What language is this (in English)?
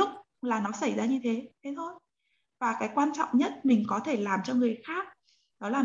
Vietnamese